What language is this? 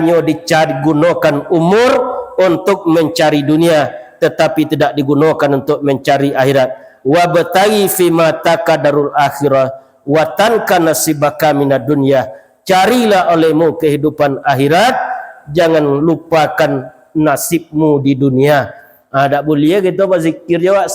Minangkabau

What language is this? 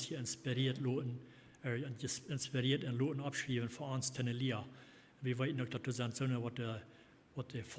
Plautdietsch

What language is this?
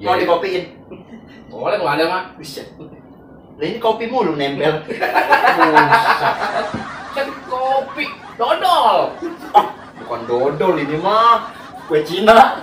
Betawi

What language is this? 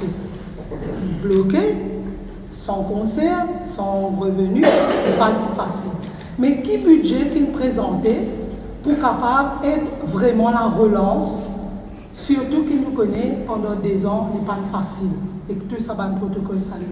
Morisyen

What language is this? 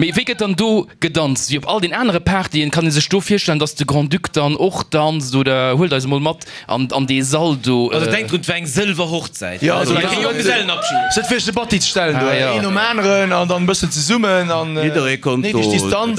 Luxembourgish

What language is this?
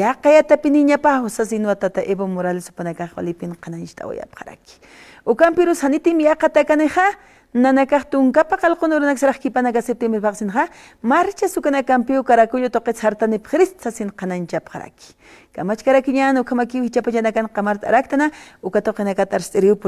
Aymara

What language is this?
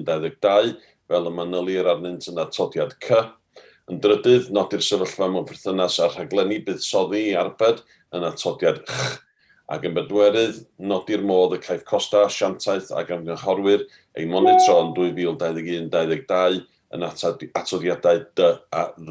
Welsh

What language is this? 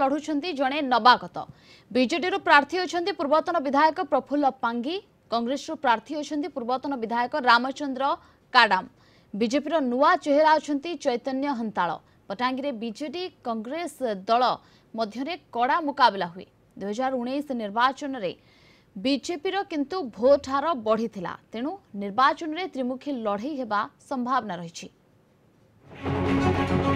Odia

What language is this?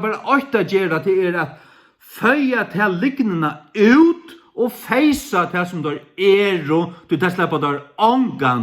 Faroese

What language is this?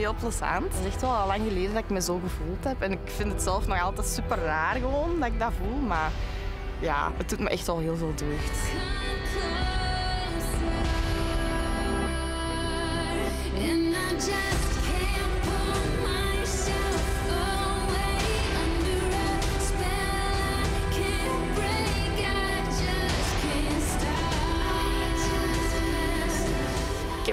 Dutch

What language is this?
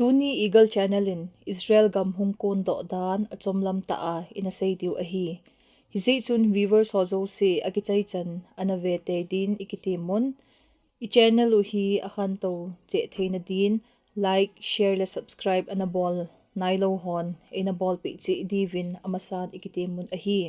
Thado Chin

